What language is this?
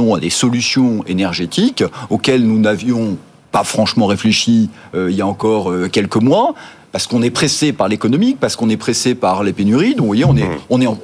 French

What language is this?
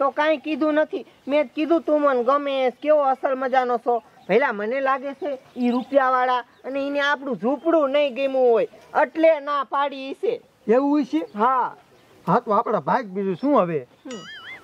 Gujarati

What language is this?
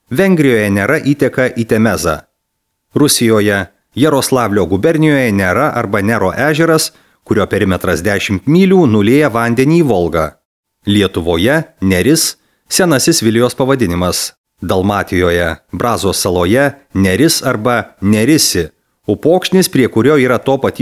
Lithuanian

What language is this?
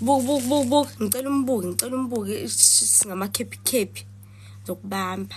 Zulu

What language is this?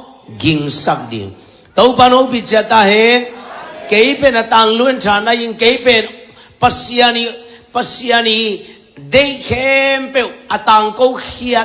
Tedim Chin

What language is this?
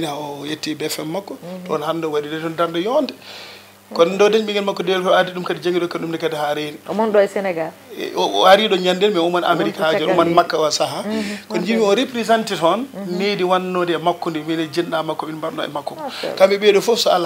Fula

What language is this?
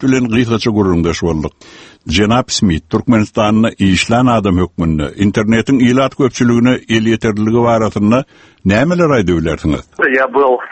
Turkmen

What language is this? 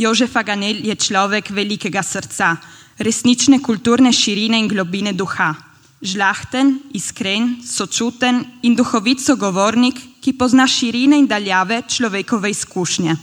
Slovenian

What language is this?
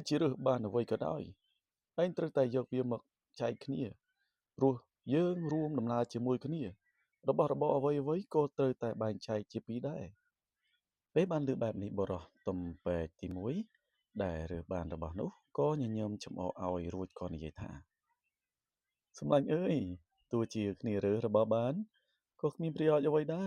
Khmer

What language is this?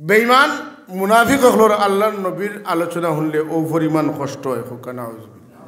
Sylheti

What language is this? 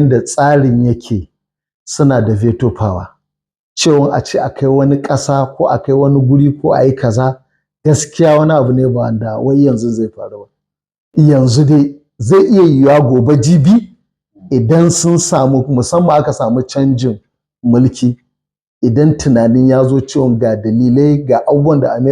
Hausa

